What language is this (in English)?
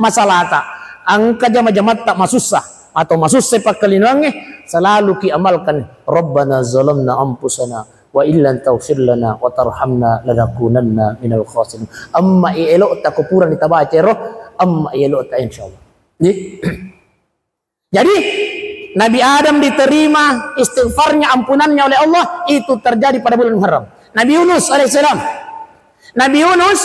Buginese